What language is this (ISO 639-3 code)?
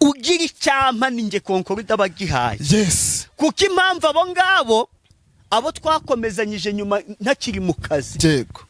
kin